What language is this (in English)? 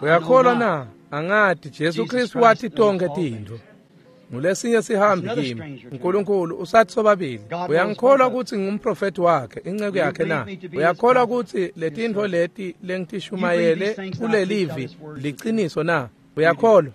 Swati